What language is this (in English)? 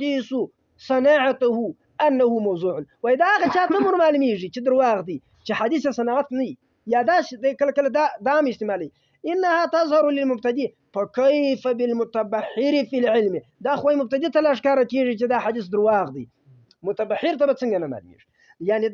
Pashto